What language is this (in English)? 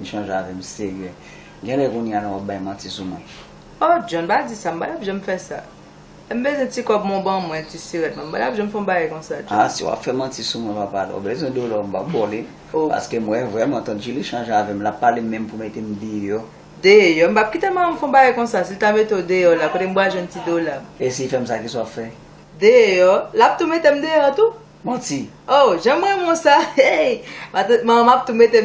Haitian Creole